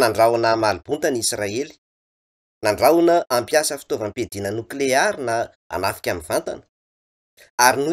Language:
Malagasy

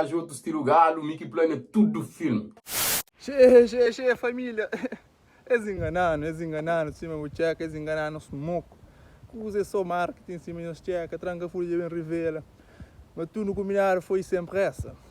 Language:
Kabuverdianu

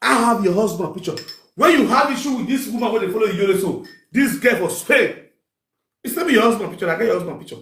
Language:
Nigerian Pidgin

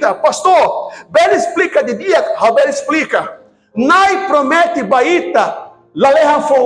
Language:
Tetum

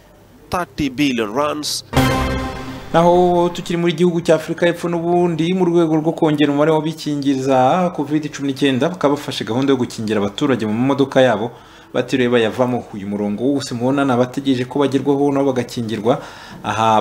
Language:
Kinyarwanda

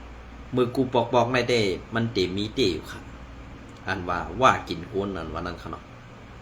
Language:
Shan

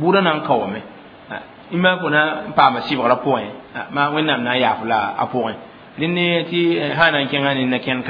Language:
Mossi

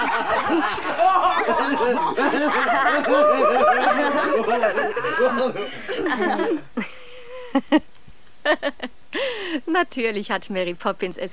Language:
German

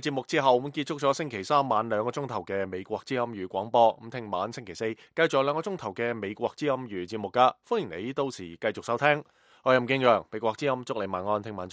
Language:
Cantonese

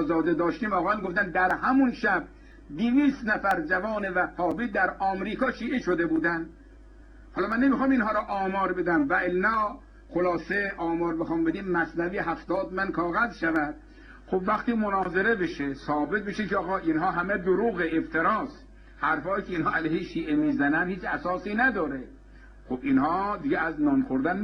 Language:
Persian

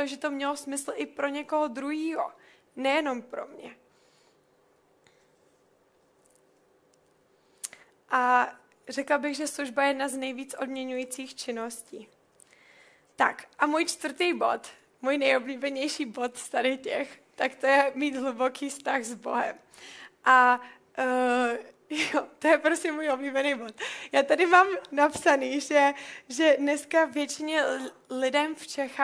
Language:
Czech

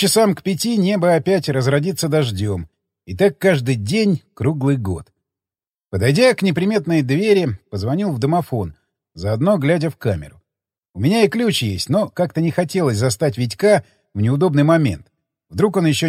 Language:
Russian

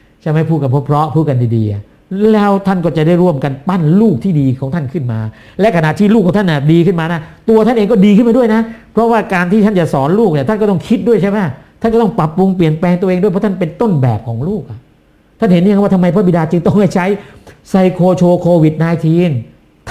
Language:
Thai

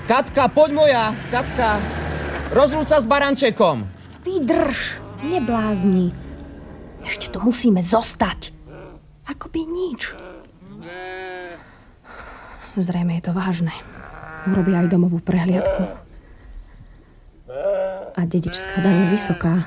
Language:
Slovak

